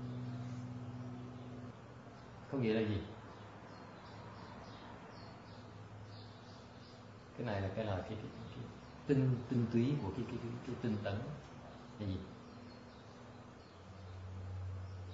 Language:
Vietnamese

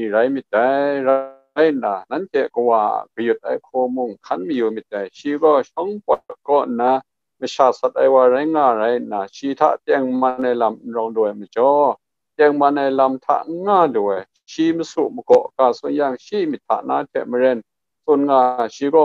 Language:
Kachin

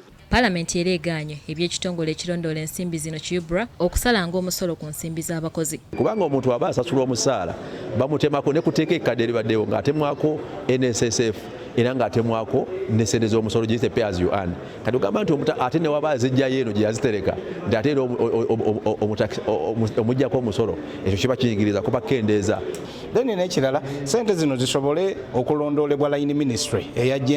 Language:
Ganda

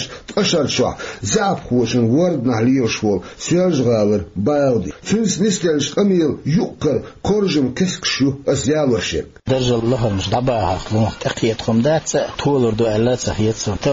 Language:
Chechen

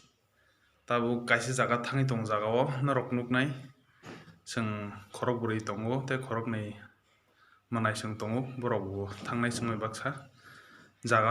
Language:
Kok Borok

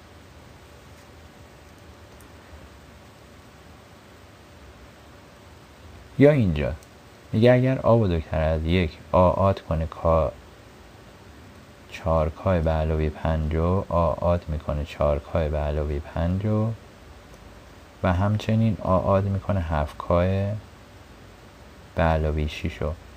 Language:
Persian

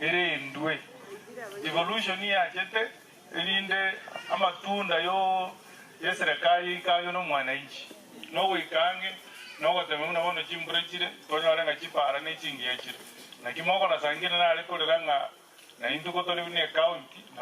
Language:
Gusii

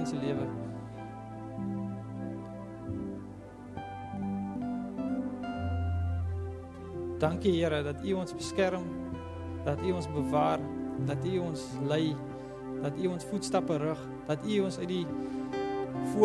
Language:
Afrikaans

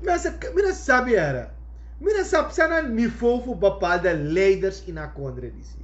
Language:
Sranan Tongo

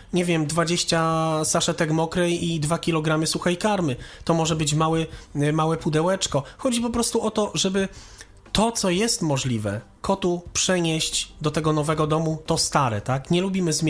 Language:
Polish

